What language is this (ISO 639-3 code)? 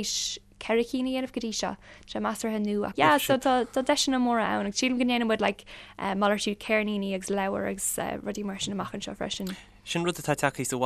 gle